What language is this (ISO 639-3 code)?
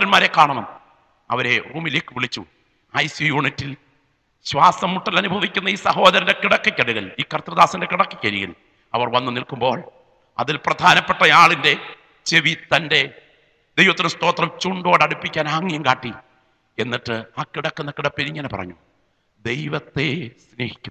mal